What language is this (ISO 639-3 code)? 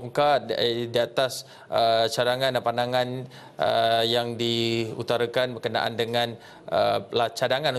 msa